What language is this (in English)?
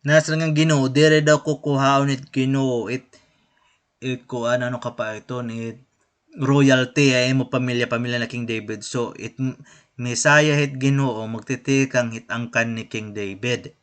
Waray